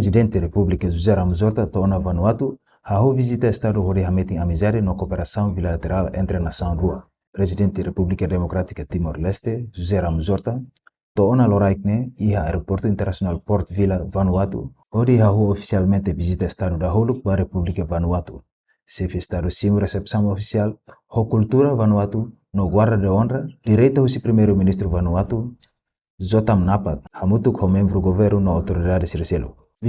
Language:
Tetum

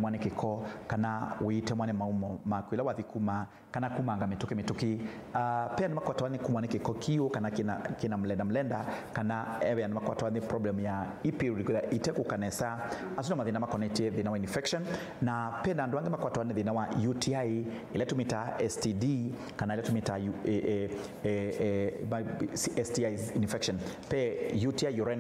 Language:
Kamba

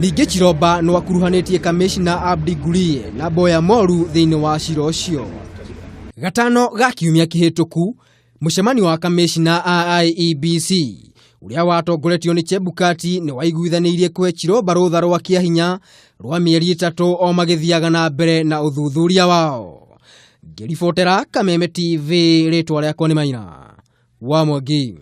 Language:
Kikuyu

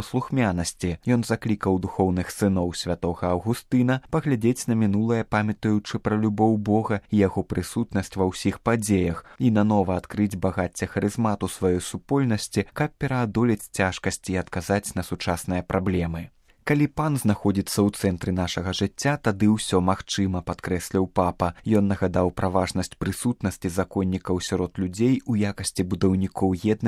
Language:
Belarusian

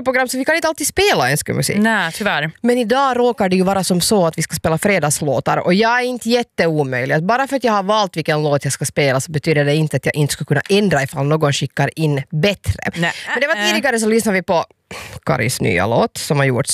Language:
Swedish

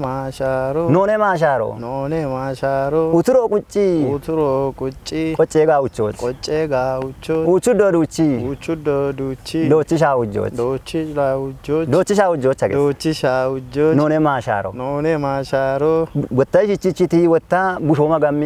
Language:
Kafa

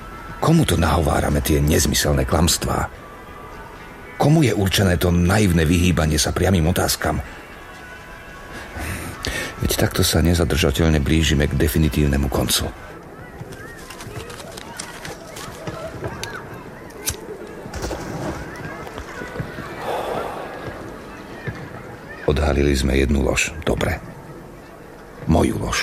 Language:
Slovak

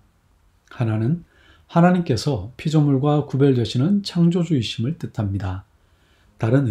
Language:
Korean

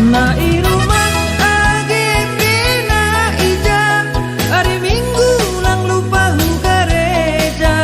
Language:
Batak Simalungun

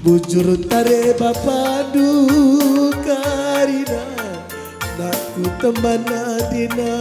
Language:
Batak Karo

